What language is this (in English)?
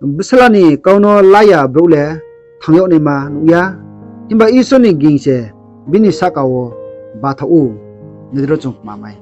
Riang (India)